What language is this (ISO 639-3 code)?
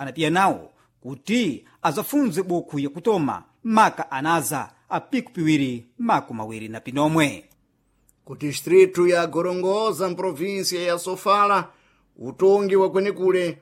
seh